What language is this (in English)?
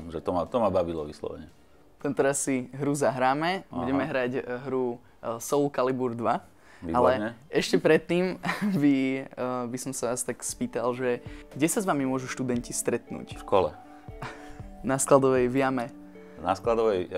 Slovak